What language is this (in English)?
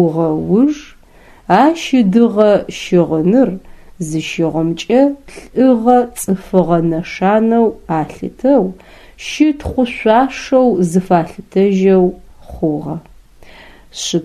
Adyghe